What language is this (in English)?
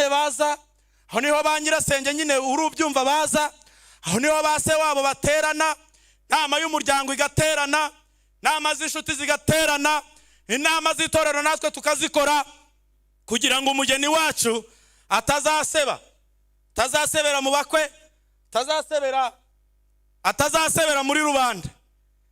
Kinyarwanda